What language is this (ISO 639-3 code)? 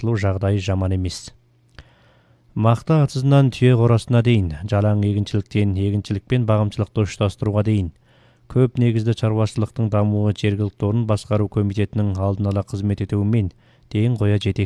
kaz